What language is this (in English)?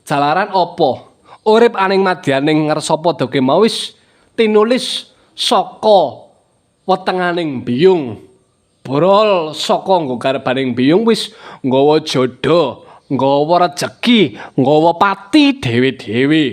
Javanese